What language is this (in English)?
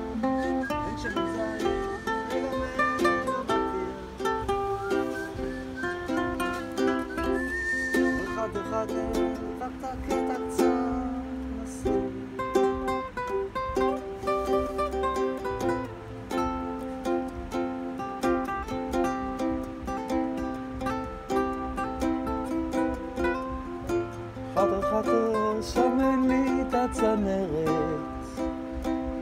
Hebrew